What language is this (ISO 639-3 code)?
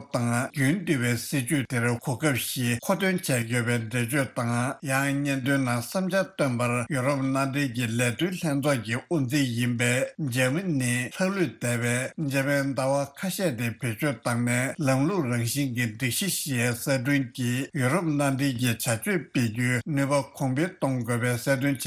bod